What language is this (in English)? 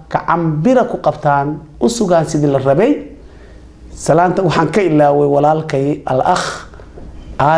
Somali